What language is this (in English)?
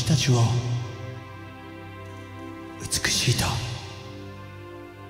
Japanese